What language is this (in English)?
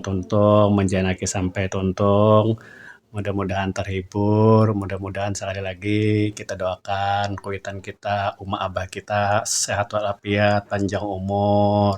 Banjar